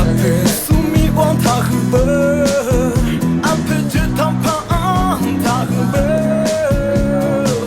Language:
Akha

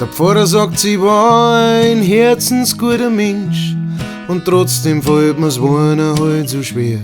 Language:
Bavarian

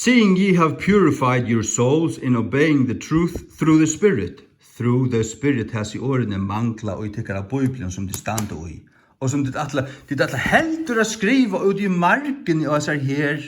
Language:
Faroese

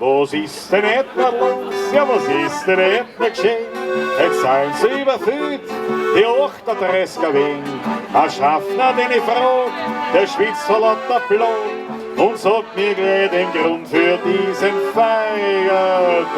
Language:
Bavarian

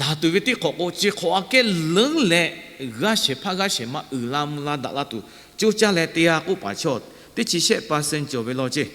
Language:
Lahu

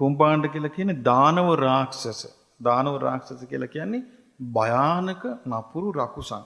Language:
Sinhala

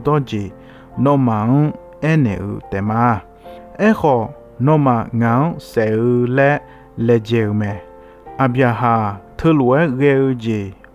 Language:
Akha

